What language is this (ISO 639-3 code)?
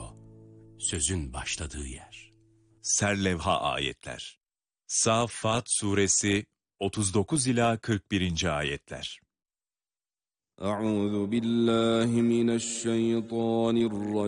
tur